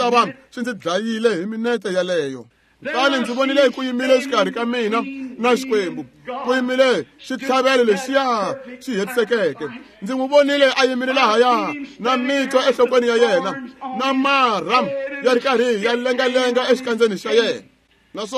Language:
Tsonga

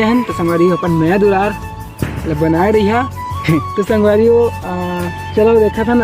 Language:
Chhattisgarhi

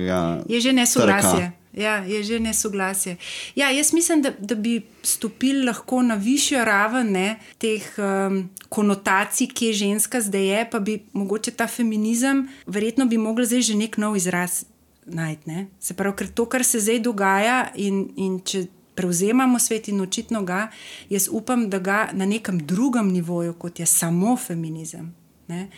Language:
Slovenian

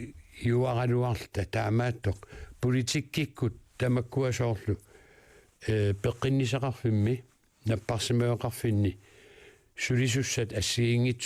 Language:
Kalaallisut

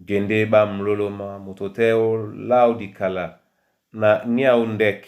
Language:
Duala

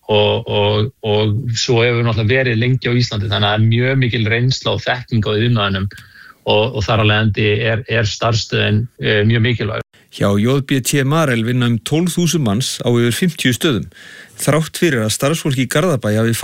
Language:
Icelandic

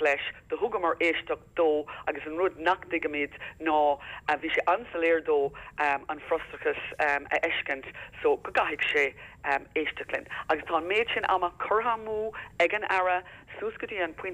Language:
Irish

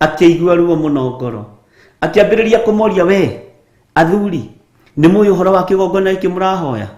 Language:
Kikuyu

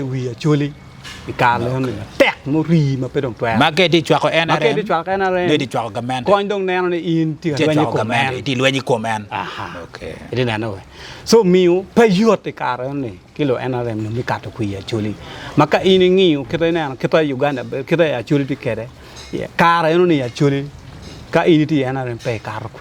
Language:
Acoli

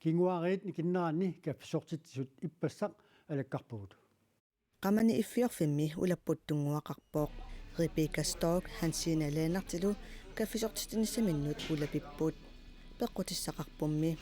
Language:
Kalaallisut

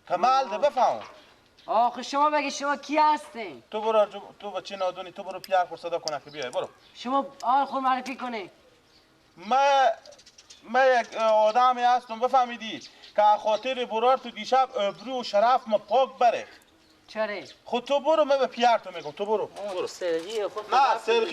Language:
Persian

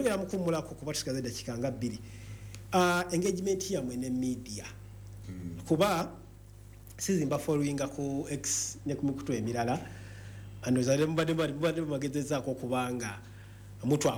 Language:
Ganda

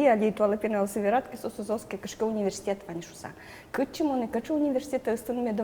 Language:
Udmurt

